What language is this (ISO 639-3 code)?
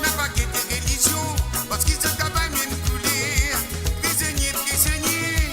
mfe